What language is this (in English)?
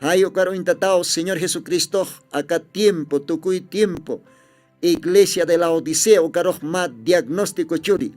Aymara